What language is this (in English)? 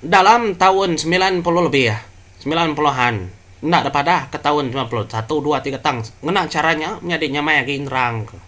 Iban